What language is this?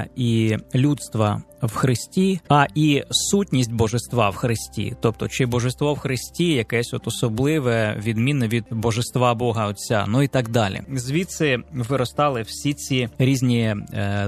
Ukrainian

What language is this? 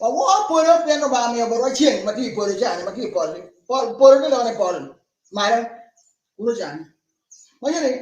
Acoli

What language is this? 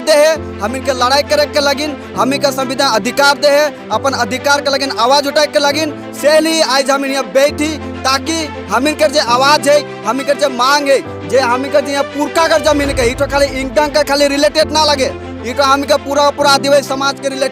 Sadri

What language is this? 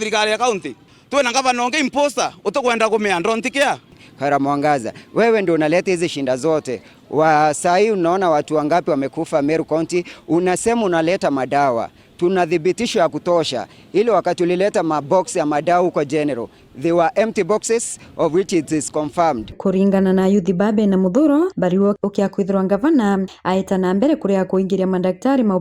Meru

